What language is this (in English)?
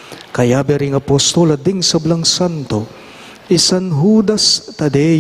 Pampanga